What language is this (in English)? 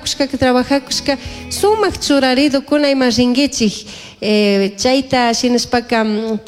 Chimborazo Highland Quichua